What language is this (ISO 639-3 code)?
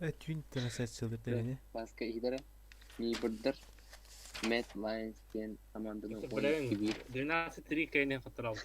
sah